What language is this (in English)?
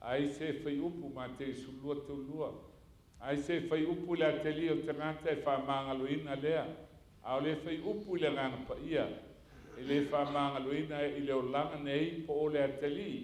Samoan